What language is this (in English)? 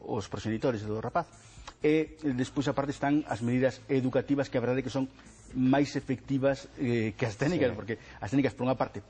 Galician